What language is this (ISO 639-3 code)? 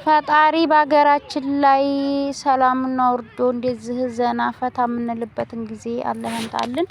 amh